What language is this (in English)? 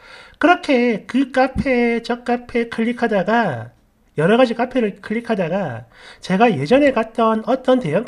Korean